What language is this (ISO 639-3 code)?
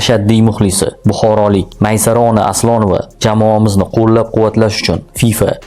uzb